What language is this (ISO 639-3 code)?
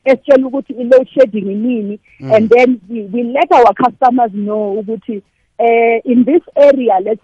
nbl